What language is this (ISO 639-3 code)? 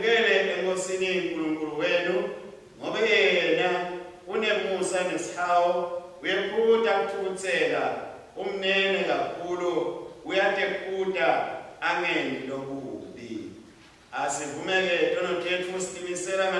ssw